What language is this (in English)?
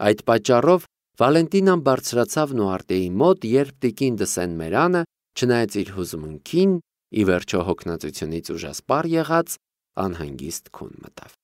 Armenian